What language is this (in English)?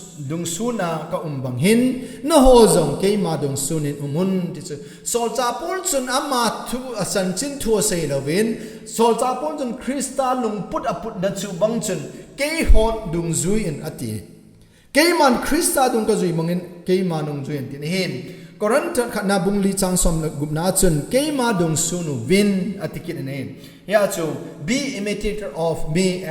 Thado Chin